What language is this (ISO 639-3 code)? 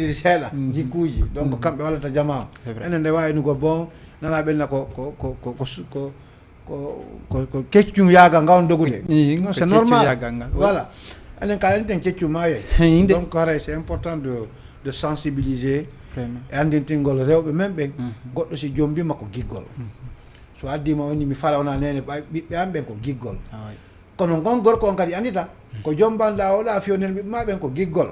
ful